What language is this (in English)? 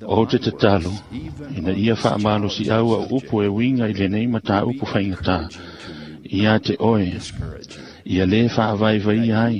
Samoan